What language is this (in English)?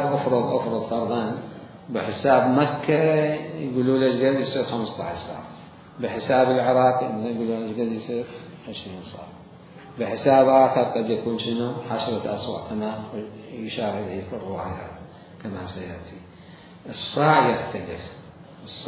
Mesopotamian Arabic